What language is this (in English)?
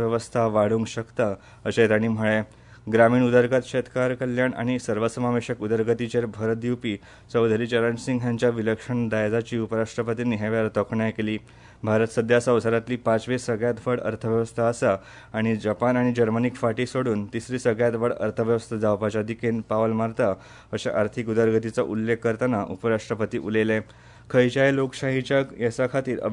Konkani